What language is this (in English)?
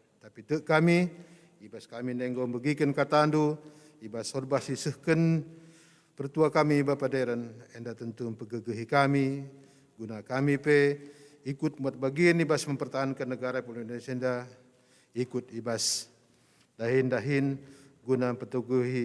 Batak Karo